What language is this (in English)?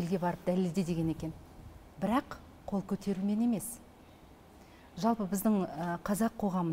Kazakh